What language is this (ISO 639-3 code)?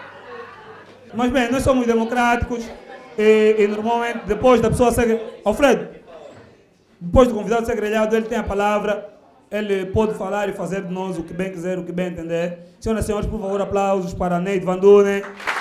por